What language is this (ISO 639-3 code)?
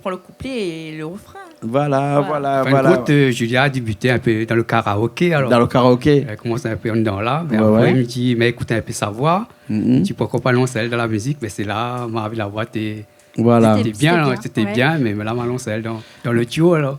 rcf